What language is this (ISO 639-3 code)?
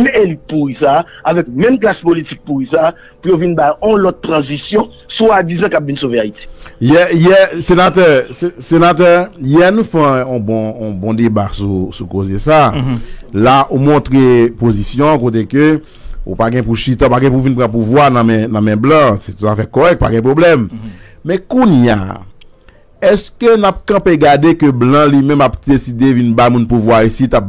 hat